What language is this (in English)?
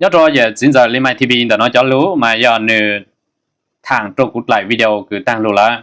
Hmong